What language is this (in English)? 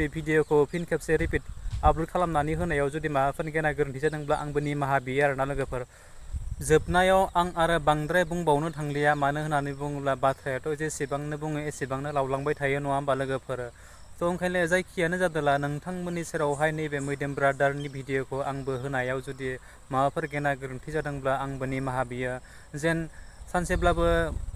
Bodo